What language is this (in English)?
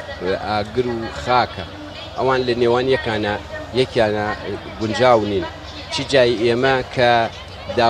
Central Kurdish